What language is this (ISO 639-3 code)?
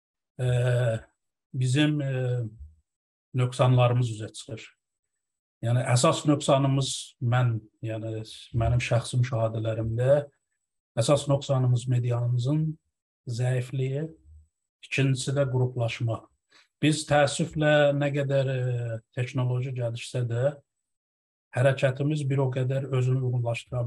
azb